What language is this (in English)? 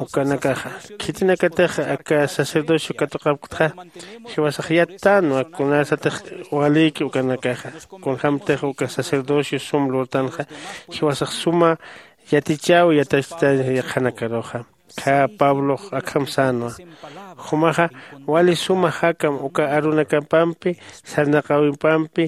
Aymara